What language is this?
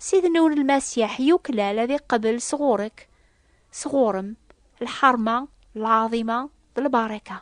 Kabyle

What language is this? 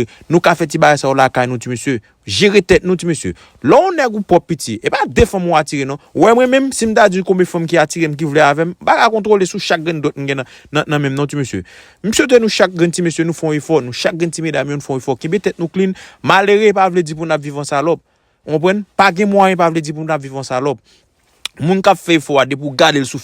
Haitian Creole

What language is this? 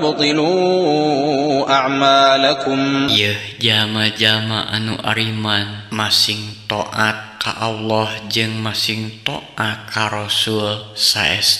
Sundanese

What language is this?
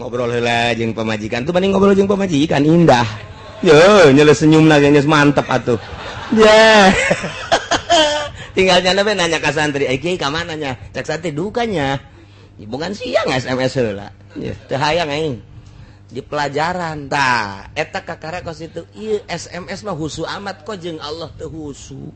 Sundanese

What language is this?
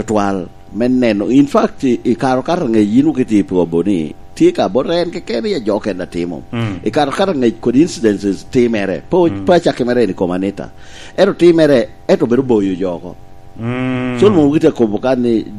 Lango (Uganda)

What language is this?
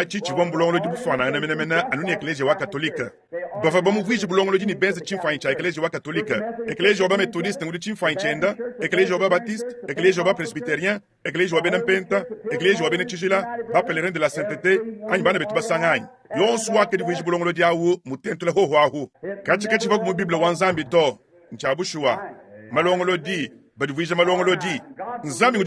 Luba-Lulua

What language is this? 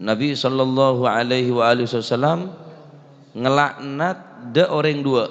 Madurese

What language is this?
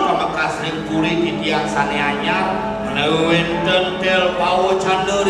Balinese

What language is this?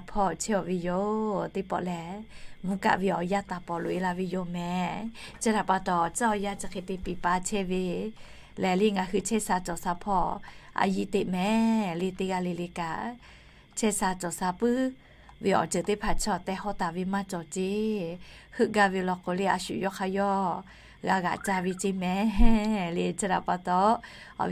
Lahu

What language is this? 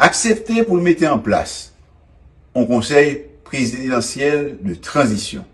Haitian Creole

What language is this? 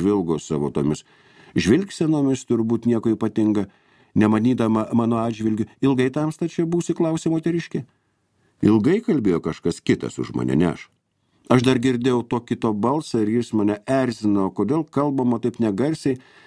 Lithuanian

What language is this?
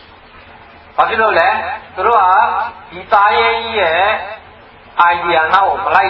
Burmese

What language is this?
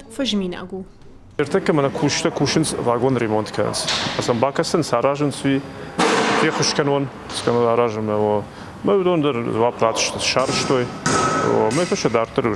Ossetic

